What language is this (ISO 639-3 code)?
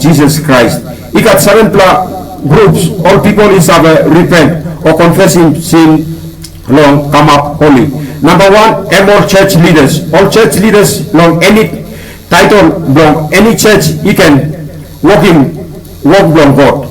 tpi